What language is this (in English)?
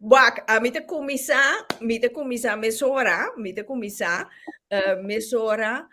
Papiamento